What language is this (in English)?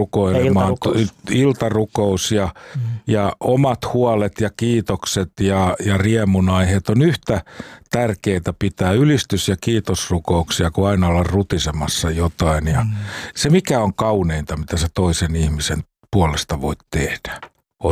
Finnish